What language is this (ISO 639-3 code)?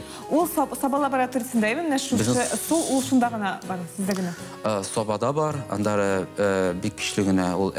tat